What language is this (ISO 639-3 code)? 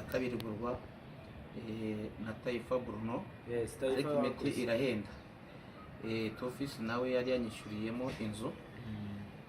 kin